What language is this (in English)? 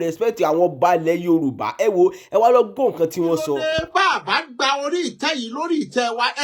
Yoruba